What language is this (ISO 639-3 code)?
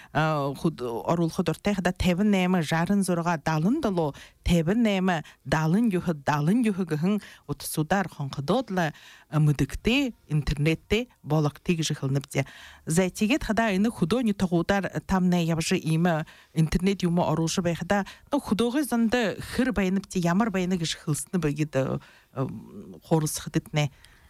bua